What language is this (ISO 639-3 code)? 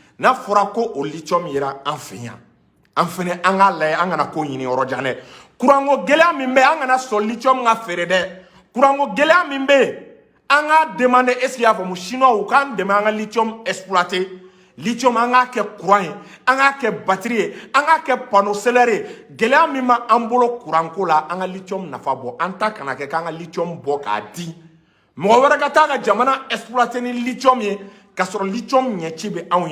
bam